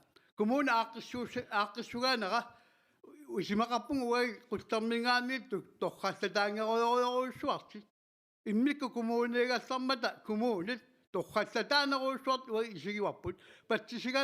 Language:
Kalaallisut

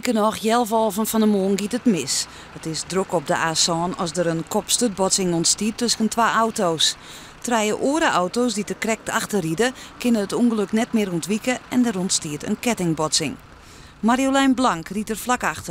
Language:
Western Frisian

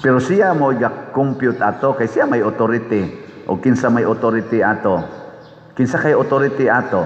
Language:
Cebuano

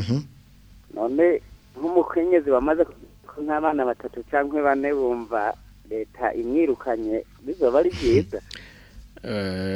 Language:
Rundi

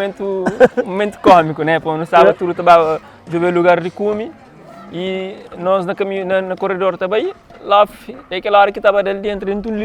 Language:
Kabuverdianu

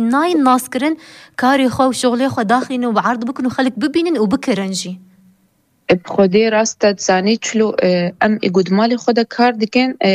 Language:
Kurdish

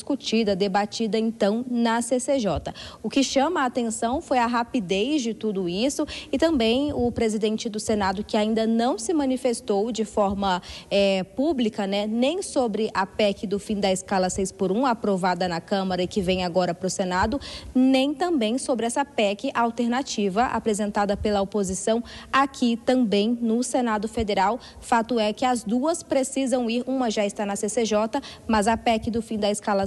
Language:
Portuguese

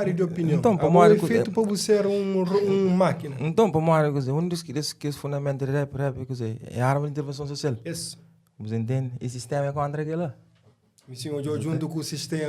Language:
Kabuverdianu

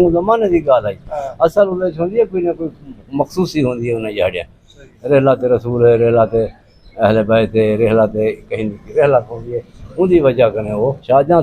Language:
Saraiki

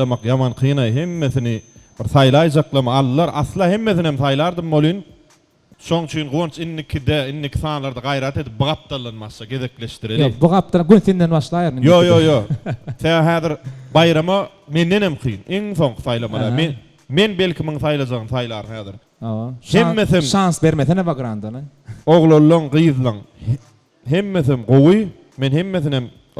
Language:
Turkmen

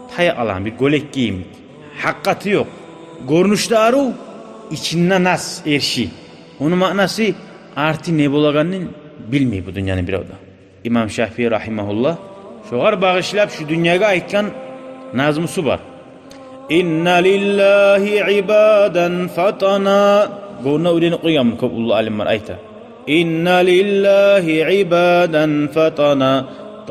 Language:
Kumyk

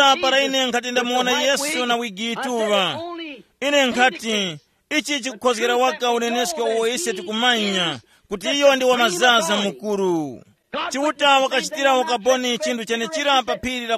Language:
Tumbuka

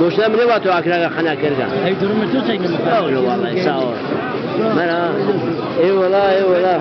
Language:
Zaza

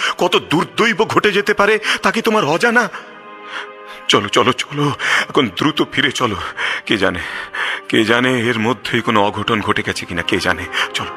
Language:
Bangla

